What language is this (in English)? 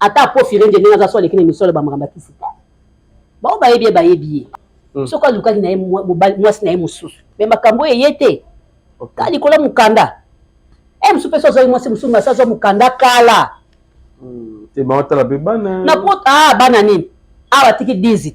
Lingala